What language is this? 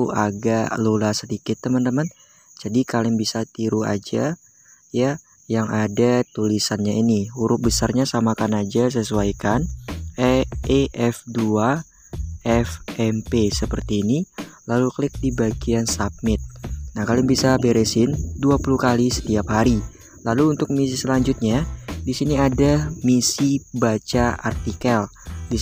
Indonesian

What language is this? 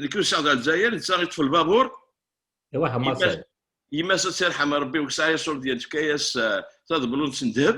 Kabyle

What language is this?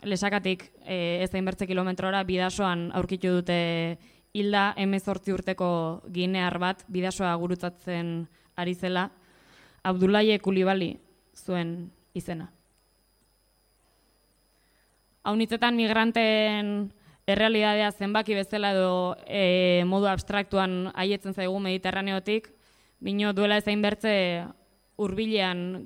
Basque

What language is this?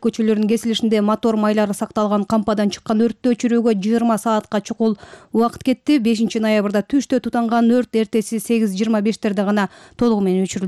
Kyrgyz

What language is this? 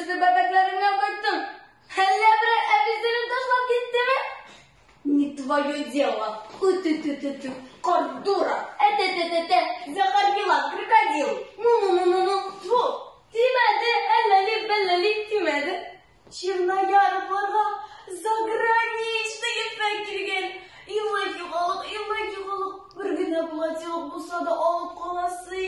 Tatar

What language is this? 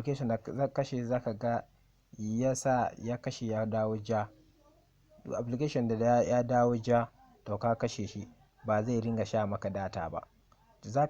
Hausa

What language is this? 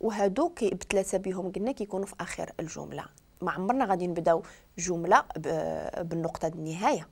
Moroccan Arabic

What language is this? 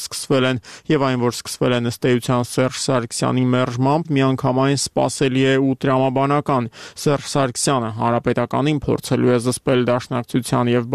Armenian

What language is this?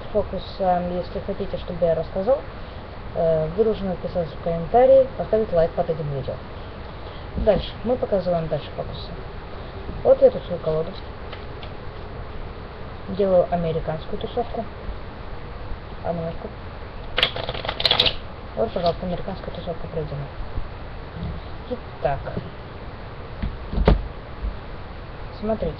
Russian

